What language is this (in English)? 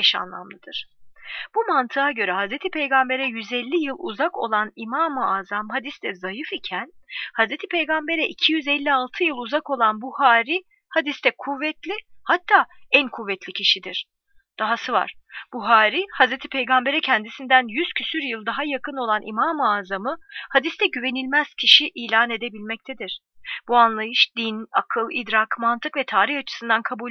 Turkish